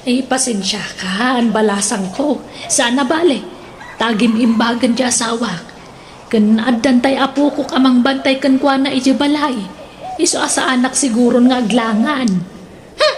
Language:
Iloko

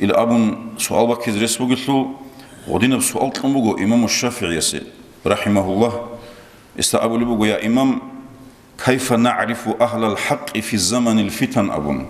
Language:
Avaric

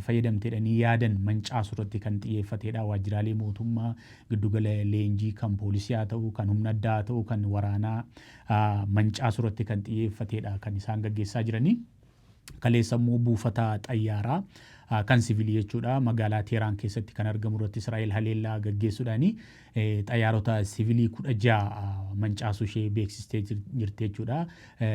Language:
Oromo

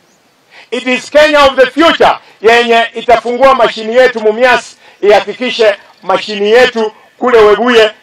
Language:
Swahili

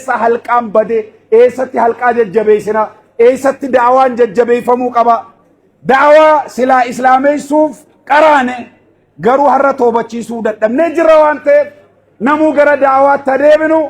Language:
Oromo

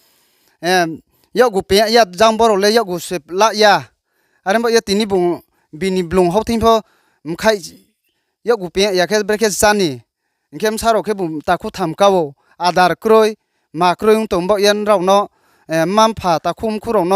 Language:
Riang (India)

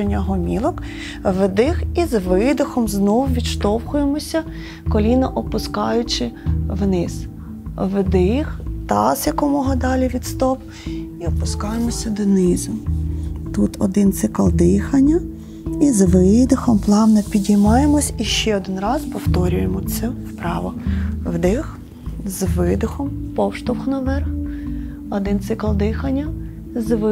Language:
Ukrainian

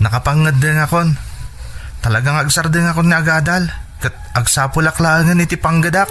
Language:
Iloko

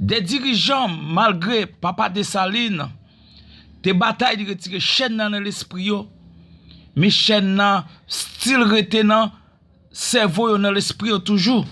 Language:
Haitian Creole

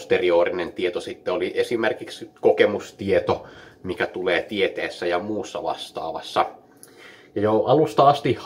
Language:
Finnish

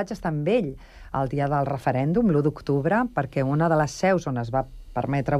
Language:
Catalan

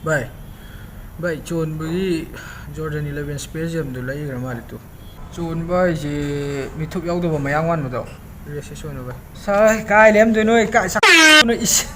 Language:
Manipuri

